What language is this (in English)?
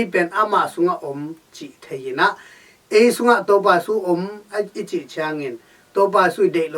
Tedim Chin